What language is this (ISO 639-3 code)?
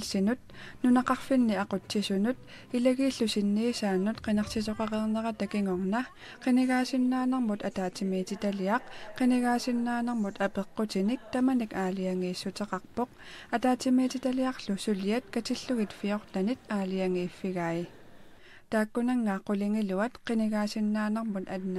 kal